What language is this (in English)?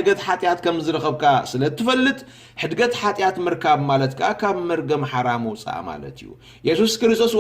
Tigrinya